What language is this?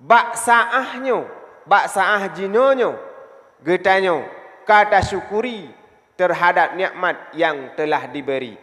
Achinese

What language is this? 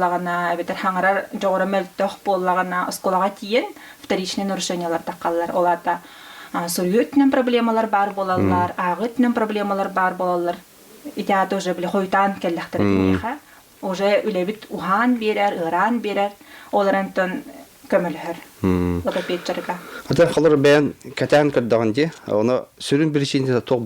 Yakut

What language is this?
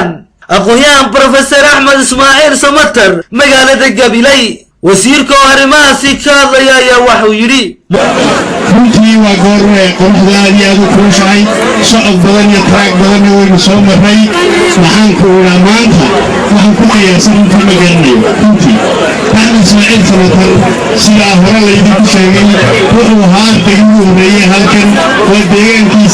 Somali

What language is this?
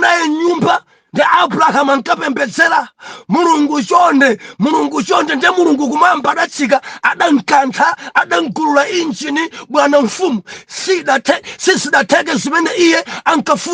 Nyanja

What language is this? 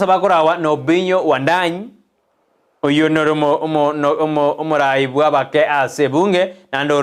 Gusii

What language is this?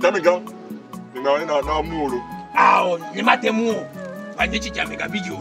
Ewe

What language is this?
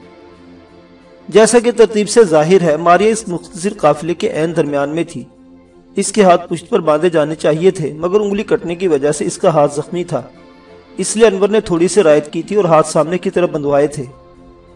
Urdu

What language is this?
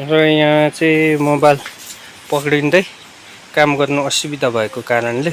Nepali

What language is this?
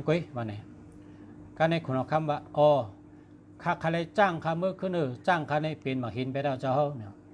Shan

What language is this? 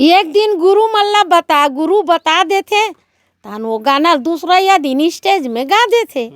Chhattisgarhi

